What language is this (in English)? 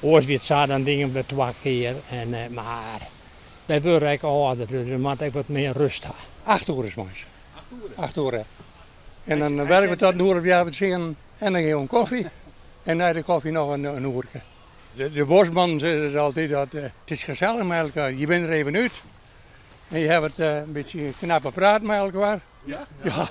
Western Frisian